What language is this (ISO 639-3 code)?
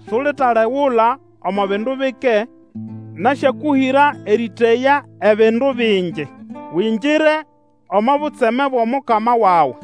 nnb